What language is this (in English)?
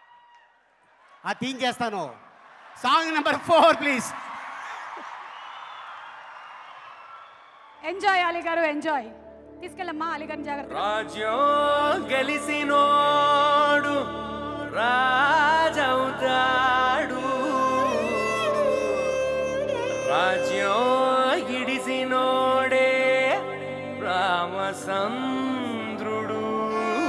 Telugu